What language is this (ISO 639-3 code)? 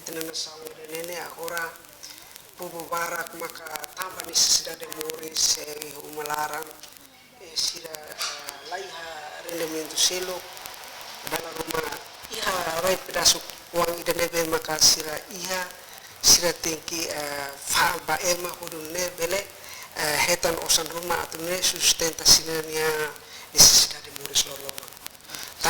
tet